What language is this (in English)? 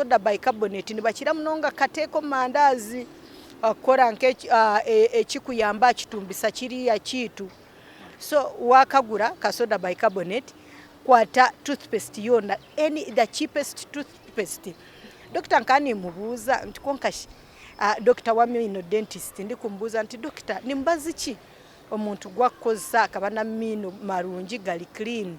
Nyankole